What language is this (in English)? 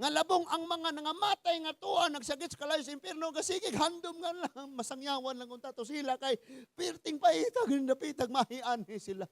Cebuano